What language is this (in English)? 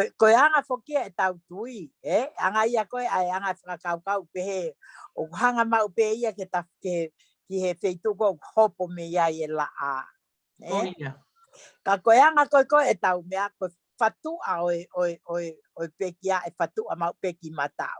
Tongan